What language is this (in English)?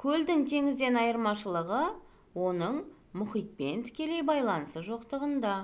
Kazakh